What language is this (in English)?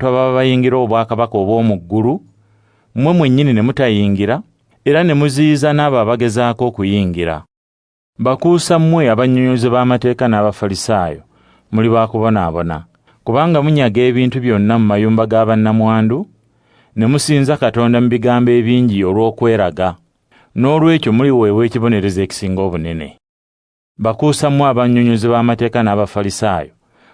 Ganda